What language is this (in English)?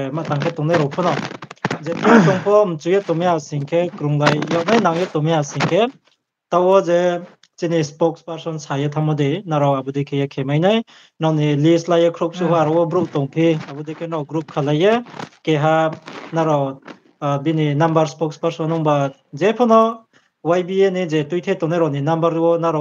Riang (India)